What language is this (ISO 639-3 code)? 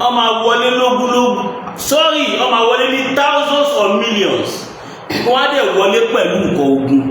yor